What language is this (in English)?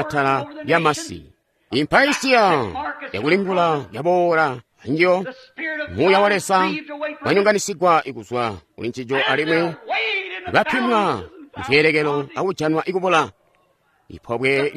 Tonga (Zambia)